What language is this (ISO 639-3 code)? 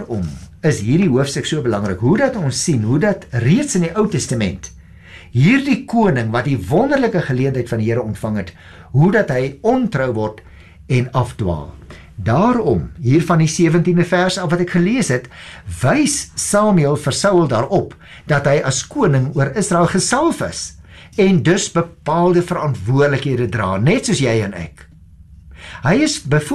afr